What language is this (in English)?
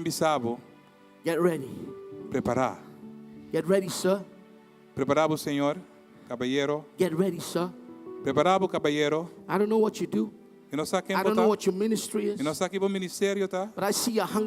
Papiamento